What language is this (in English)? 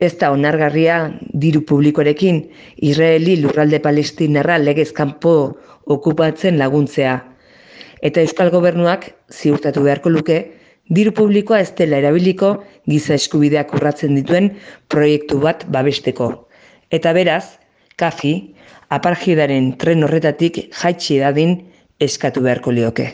Basque